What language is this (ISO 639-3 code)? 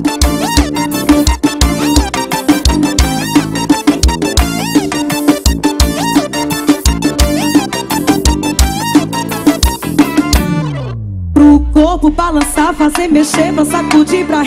por